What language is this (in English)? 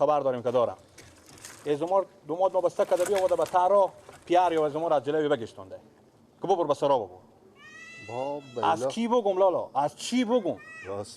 Persian